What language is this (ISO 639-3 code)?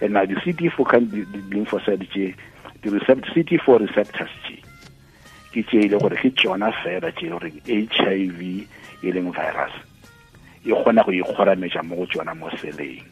tsn